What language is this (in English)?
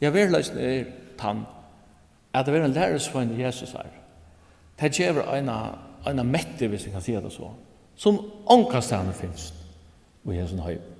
Faroese